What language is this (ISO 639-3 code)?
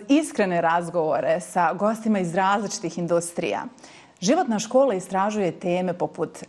bos